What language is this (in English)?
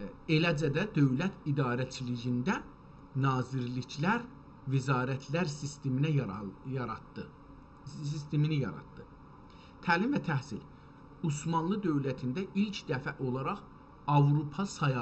South Azerbaijani